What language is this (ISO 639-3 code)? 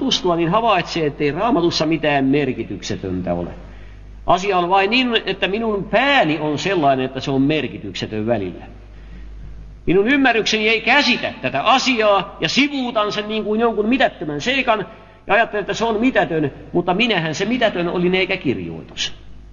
fin